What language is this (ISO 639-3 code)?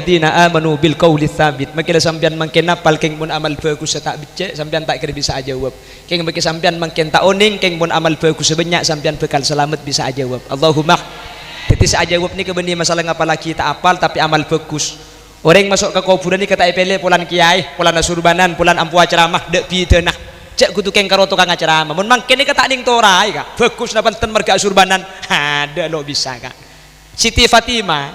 mad